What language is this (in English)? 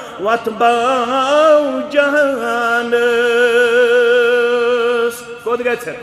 Kashmiri